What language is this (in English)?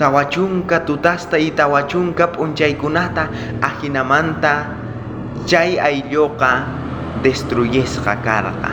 South Bolivian Quechua